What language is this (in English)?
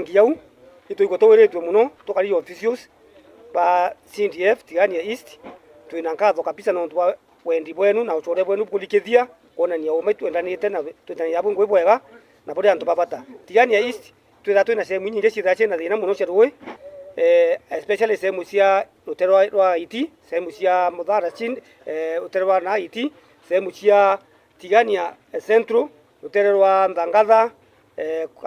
Meru